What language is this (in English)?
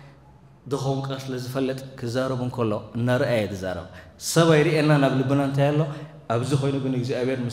Tigrinya